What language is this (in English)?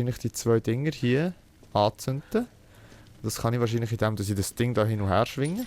Swiss German